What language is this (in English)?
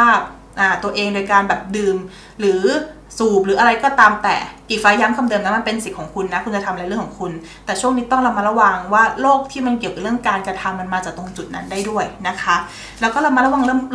Thai